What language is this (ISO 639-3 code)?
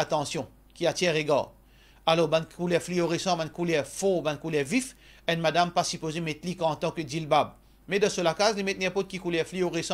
mfe